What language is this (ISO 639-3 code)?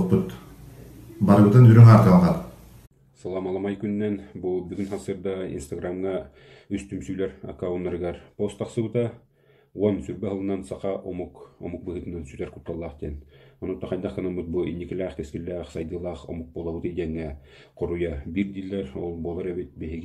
sah